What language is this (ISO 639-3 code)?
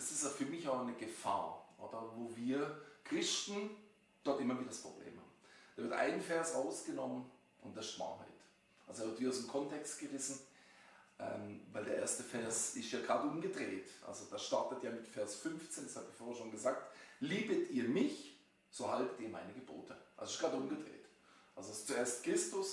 gsw